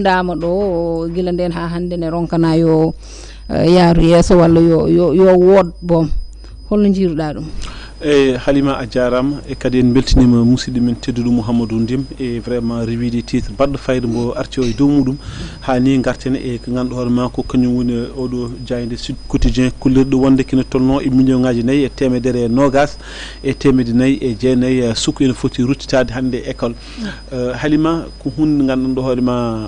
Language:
Fula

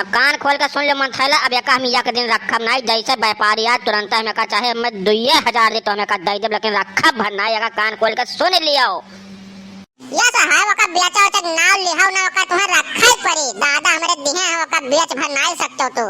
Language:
Awadhi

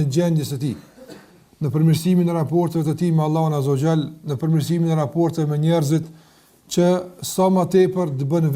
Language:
Albanian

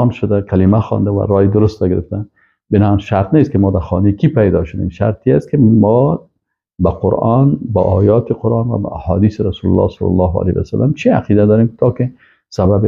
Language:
Persian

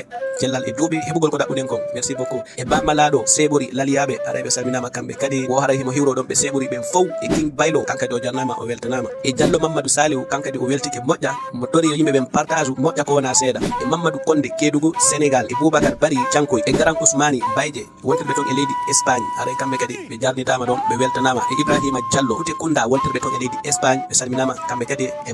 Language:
Fula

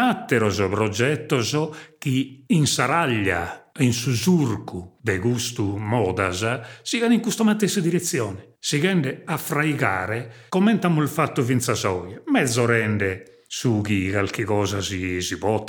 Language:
Sardinian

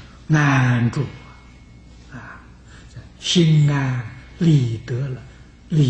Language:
Chinese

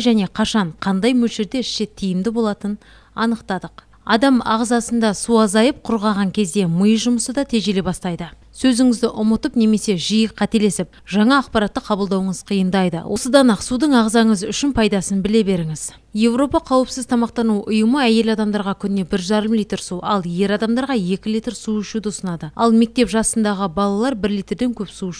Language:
Kazakh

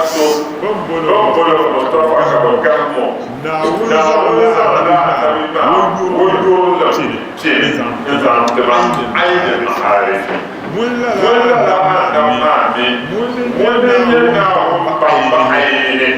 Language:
Dagbani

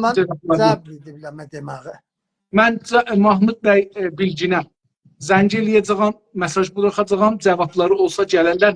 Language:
South Azerbaijani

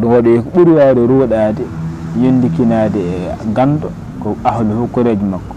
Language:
Fula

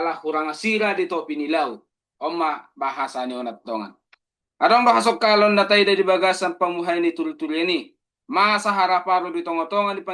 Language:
Batak Toba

